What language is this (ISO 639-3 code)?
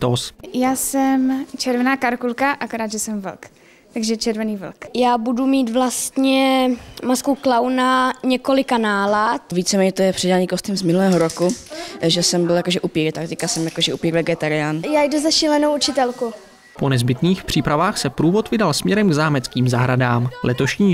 ces